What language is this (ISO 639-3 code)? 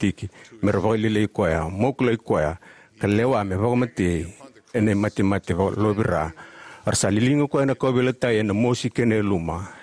fij